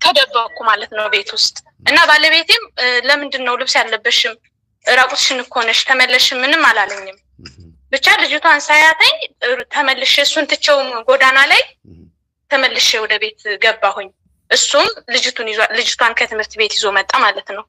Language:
Amharic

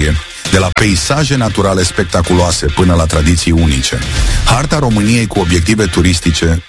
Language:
Romanian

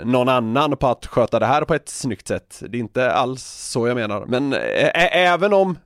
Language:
Swedish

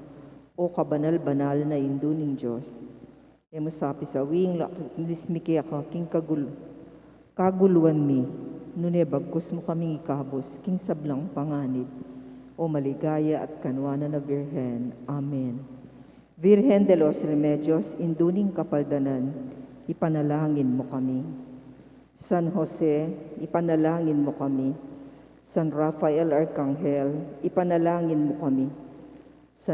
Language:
Pampanga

